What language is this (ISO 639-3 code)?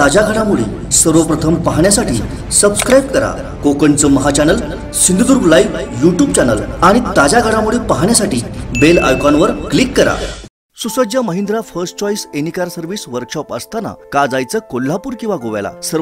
mar